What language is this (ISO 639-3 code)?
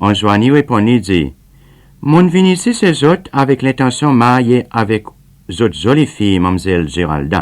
crs